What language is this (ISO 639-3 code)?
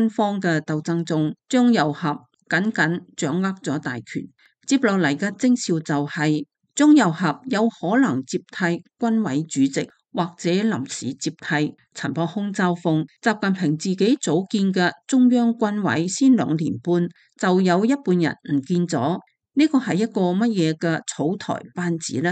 yue